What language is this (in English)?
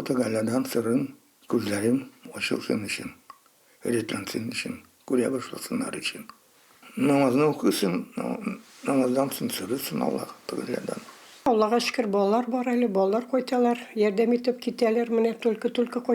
Tatar